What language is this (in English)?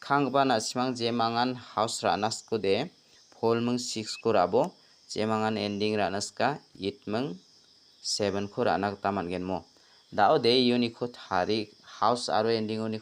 Garo